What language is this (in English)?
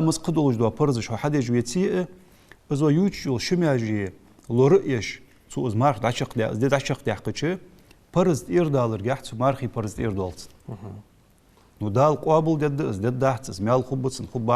Ingush